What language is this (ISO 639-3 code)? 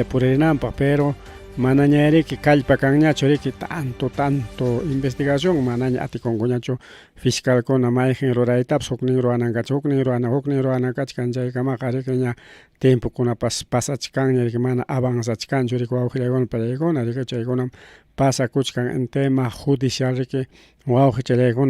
quy